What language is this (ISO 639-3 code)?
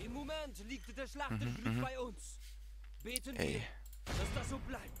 gsw